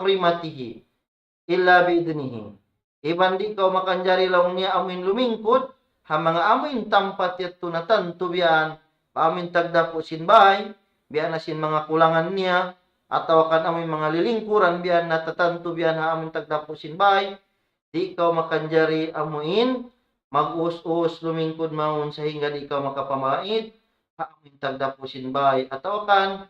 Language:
Tausug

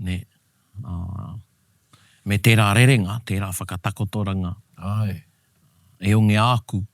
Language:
Māori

